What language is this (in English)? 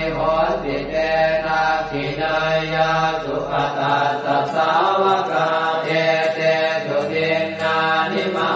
Pali